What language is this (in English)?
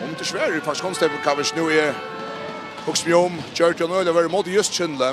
Faroese